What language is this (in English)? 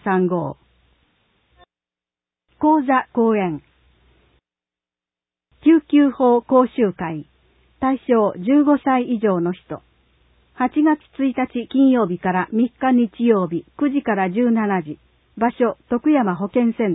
Japanese